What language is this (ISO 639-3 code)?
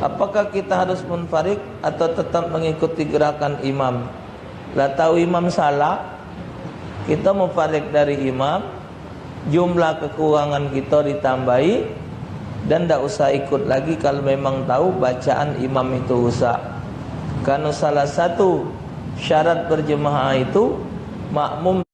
mui